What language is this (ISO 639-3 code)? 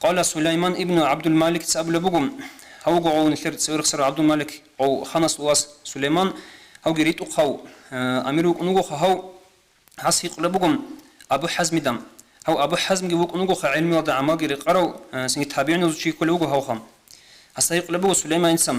ava